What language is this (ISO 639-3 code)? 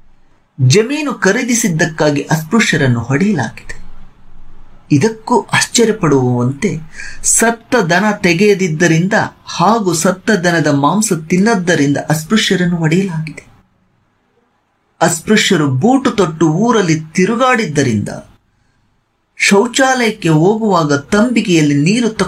kan